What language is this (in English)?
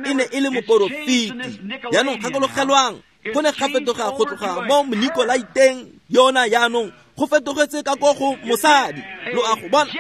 Tswana